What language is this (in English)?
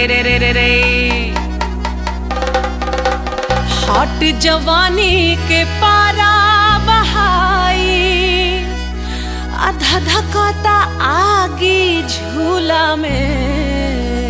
Bhojpuri